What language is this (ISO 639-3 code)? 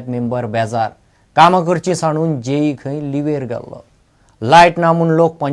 kok